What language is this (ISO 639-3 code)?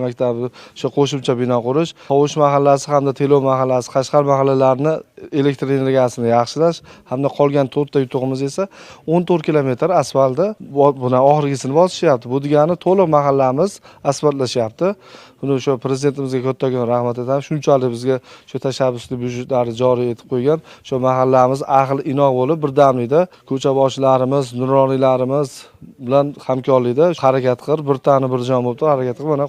uzb